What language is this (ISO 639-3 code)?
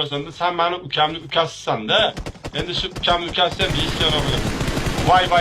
uzb